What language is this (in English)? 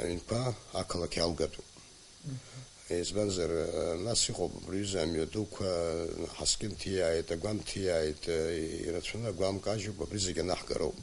Abkhazian